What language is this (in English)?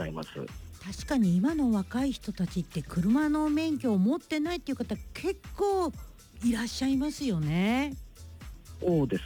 Japanese